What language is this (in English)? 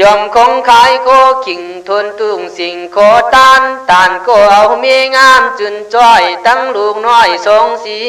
Khün